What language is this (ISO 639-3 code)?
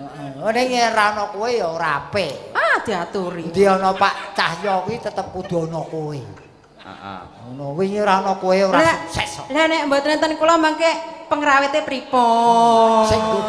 jav